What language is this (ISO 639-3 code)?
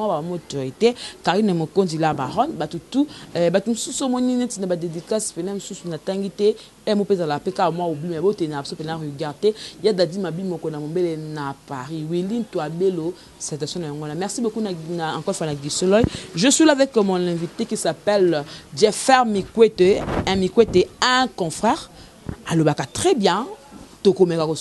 lin